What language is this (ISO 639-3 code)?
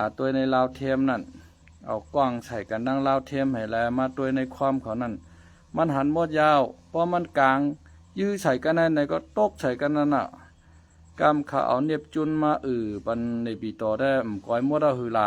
shn